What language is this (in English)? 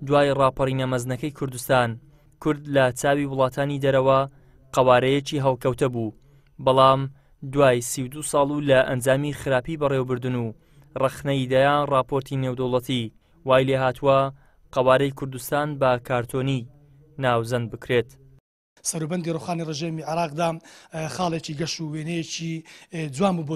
Central Kurdish